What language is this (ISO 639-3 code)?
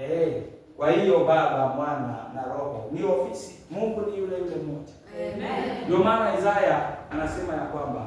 swa